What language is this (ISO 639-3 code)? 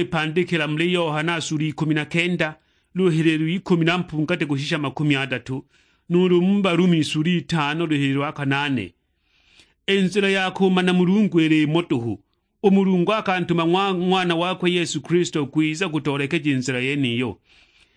suk